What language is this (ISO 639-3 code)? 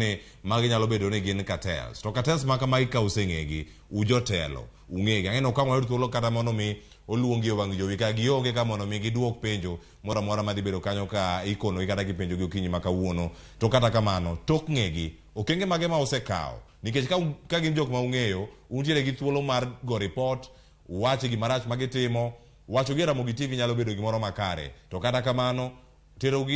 luo